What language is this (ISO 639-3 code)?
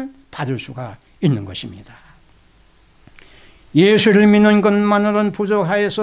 kor